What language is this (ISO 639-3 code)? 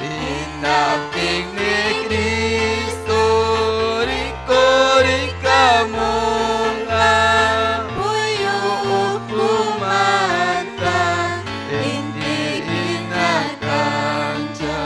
quy